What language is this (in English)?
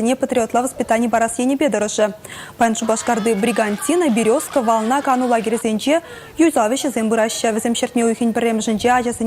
Chuvash